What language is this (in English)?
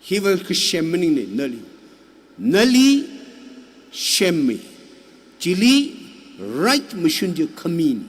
Tangkhul Naga (India)